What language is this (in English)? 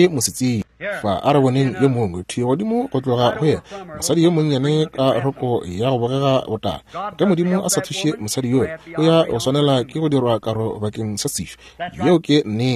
Northern Sotho